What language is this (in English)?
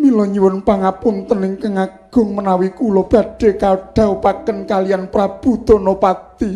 Javanese